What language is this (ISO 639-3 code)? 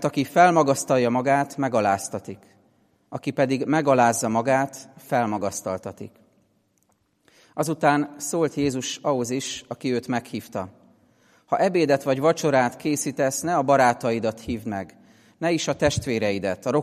hun